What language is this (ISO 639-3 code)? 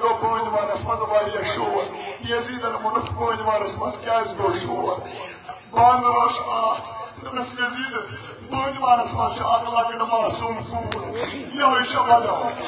kas